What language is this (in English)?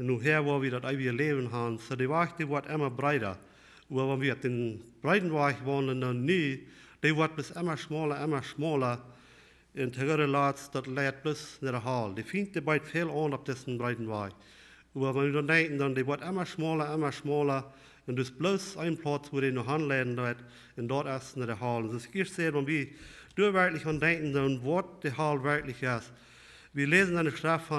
Plautdietsch